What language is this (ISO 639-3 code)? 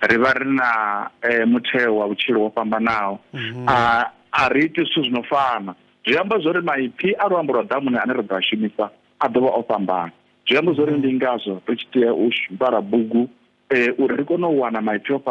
ven